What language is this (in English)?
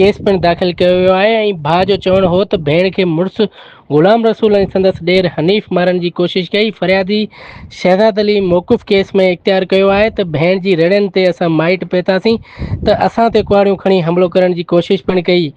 Sindhi